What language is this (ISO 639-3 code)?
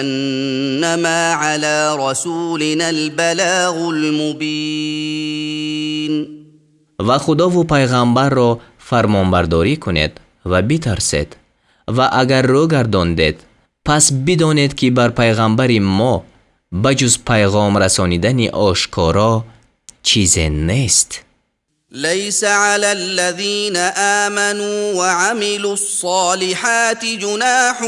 tgk